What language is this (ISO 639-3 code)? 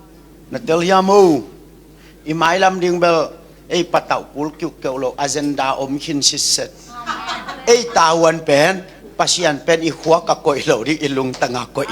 ctd